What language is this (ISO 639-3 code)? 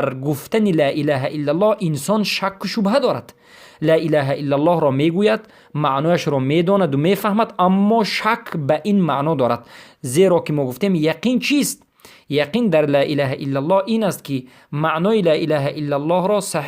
fas